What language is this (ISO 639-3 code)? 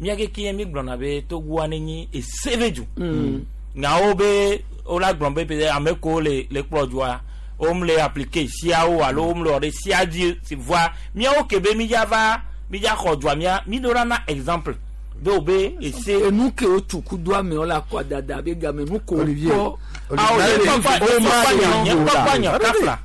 gej